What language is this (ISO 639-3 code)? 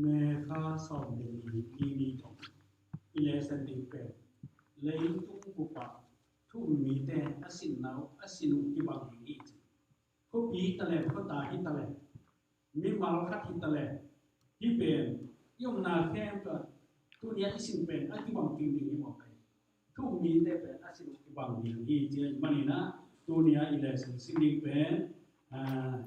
ctd